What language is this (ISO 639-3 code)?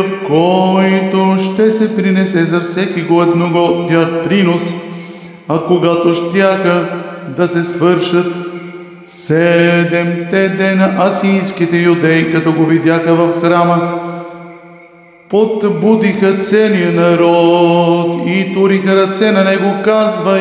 bul